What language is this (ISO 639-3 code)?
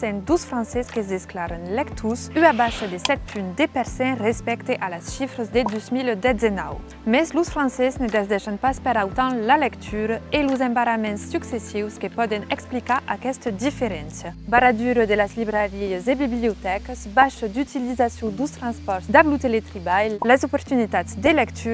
oci